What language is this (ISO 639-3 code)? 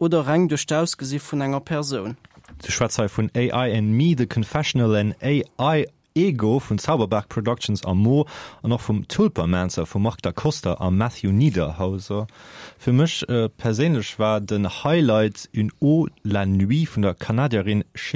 ltz